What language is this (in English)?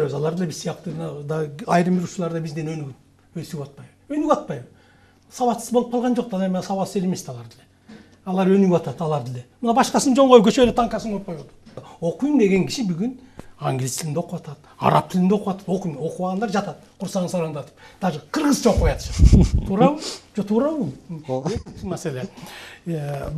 Kyrgyz